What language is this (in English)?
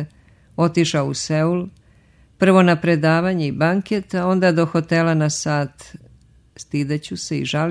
Serbian